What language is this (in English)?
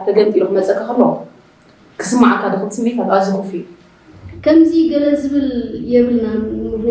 Tigrinya